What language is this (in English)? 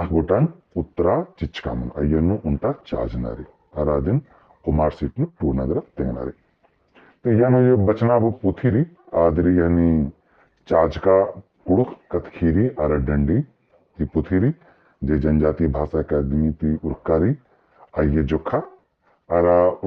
Kurukh